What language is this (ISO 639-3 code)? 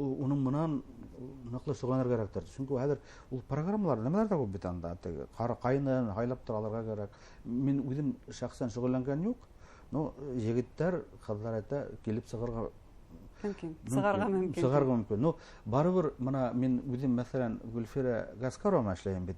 bak